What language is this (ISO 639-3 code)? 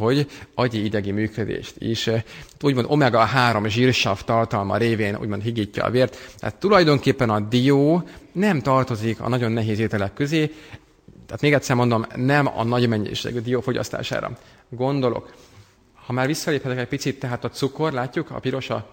hun